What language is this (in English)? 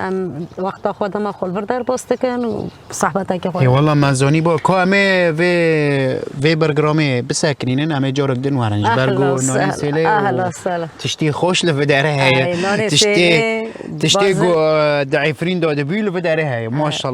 Kurdish